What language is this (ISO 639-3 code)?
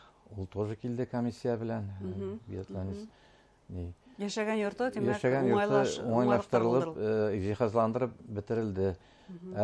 bak